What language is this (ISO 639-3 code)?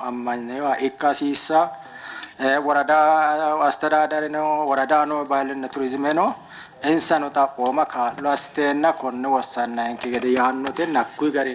sid